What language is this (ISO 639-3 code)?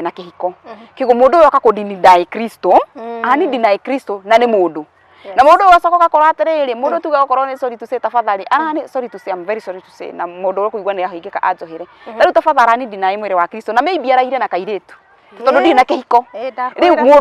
kik